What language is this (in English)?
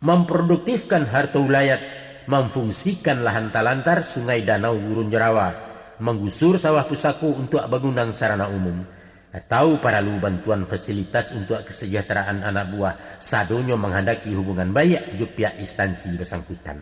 Minangkabau